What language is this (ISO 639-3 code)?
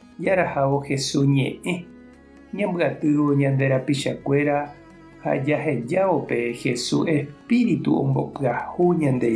grn